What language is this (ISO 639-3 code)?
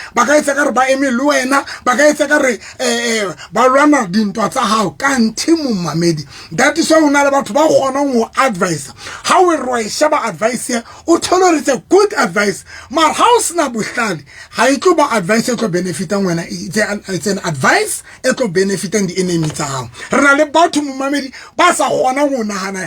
sot